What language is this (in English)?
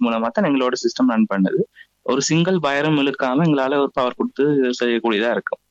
Tamil